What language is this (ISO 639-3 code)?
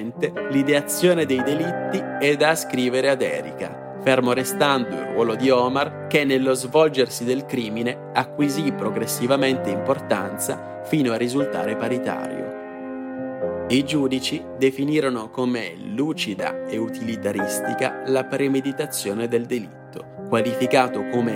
ita